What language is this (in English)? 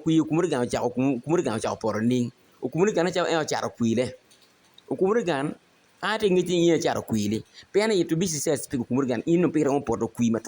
Acoli